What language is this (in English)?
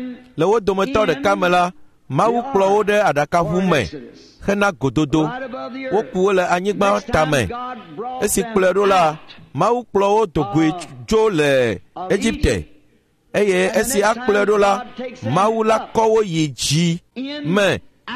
Ewe